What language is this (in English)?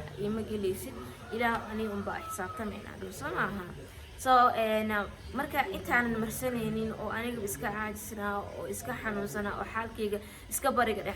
Somali